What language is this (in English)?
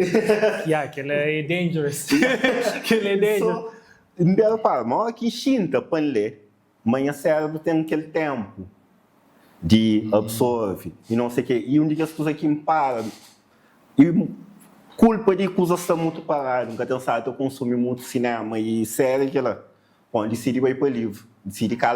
Kabuverdianu